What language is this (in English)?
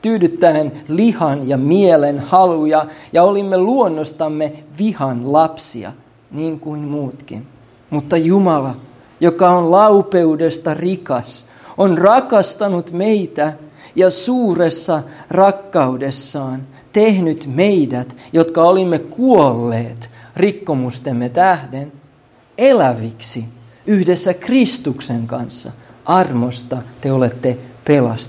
Finnish